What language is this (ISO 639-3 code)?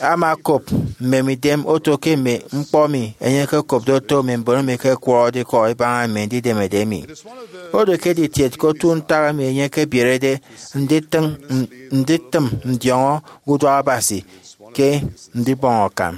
efi